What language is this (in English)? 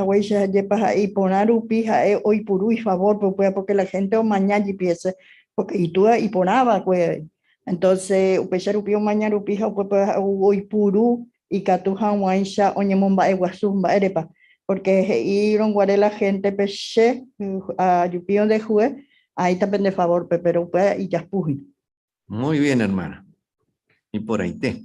Guarani